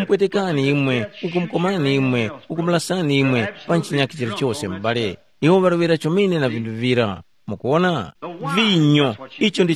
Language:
Tumbuka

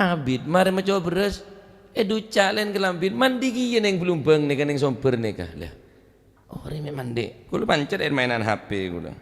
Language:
Madurese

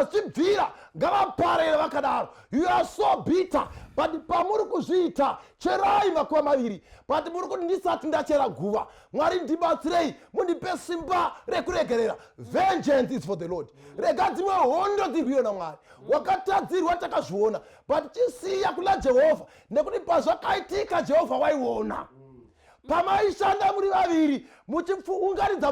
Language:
Shona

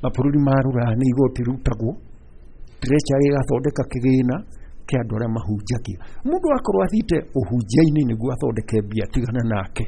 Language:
Kikuyu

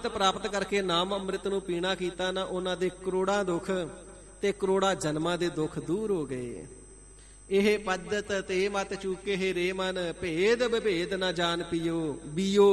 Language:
Punjabi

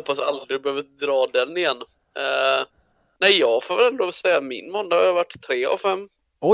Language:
Swedish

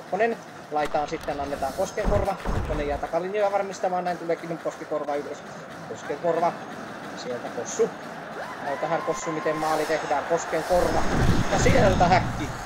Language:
Finnish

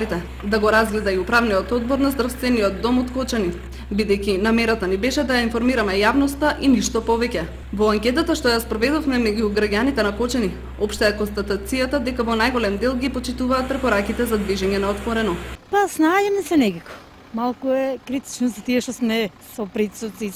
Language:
Macedonian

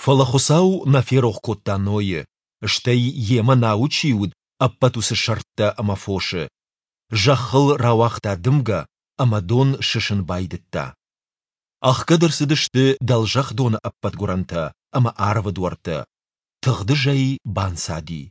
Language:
Ossetic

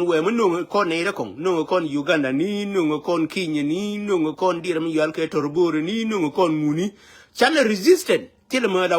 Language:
Nuer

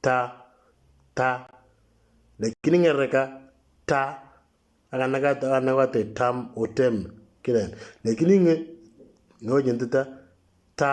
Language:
Moro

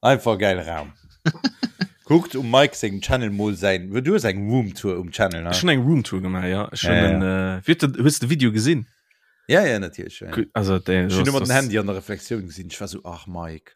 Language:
Luxembourgish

